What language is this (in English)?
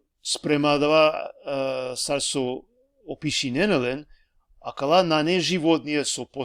Balkan Romani